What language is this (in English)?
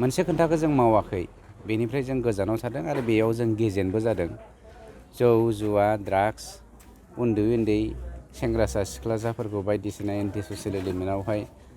Bodo